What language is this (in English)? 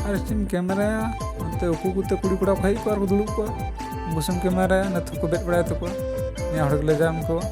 Santali